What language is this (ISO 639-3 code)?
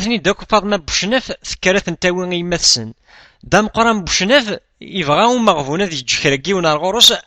kab